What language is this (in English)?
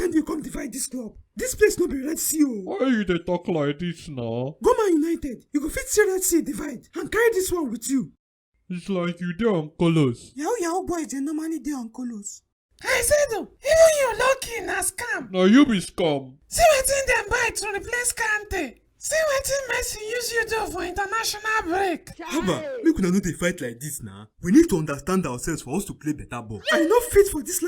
Nigerian Pidgin